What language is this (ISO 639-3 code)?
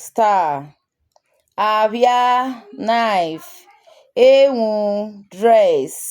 urh